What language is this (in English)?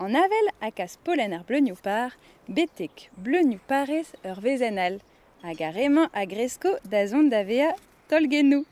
Breton